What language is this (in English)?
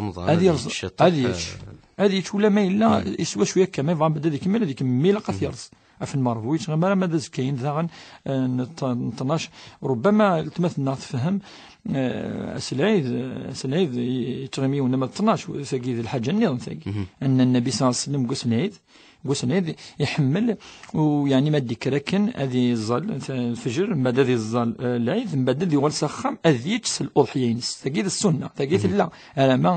Kabyle